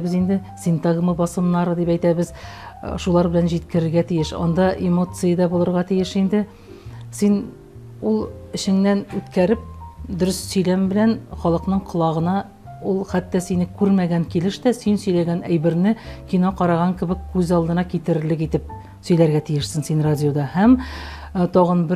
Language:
Tatar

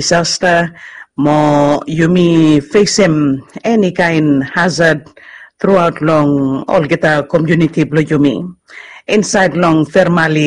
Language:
Bislama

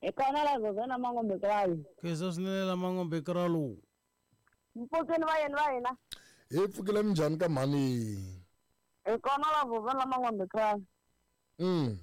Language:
Tsonga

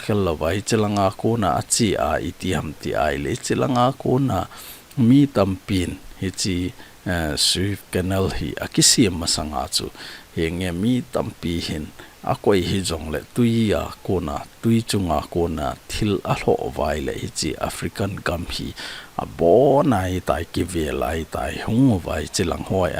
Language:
Thado Chin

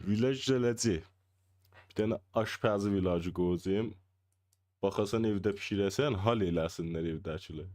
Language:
South Azerbaijani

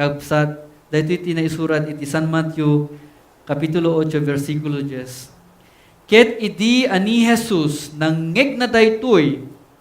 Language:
Iloko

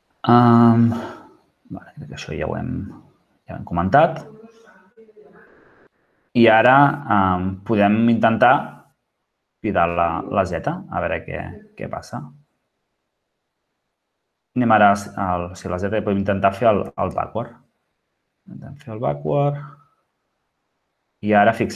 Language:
Catalan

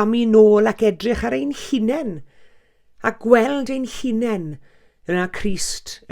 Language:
Welsh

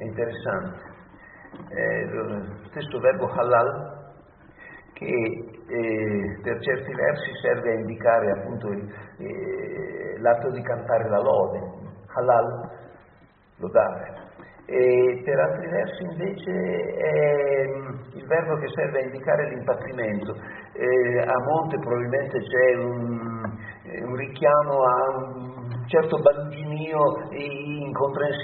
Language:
Italian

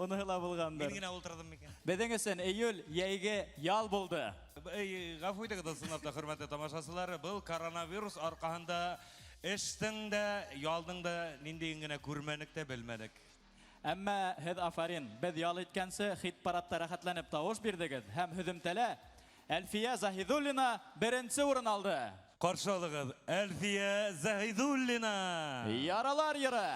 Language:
Bashkir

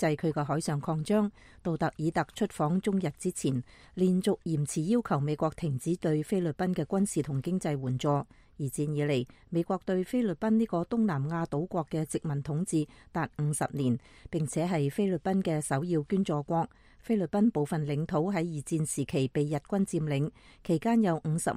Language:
Cantonese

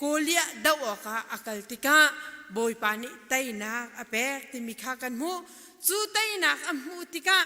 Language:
Hakha Chin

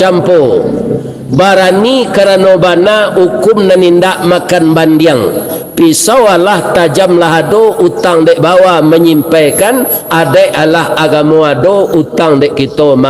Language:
Minangkabau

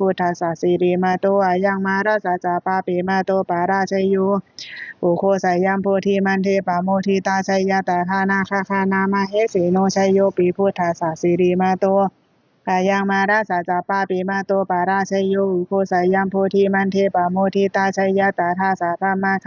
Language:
Pali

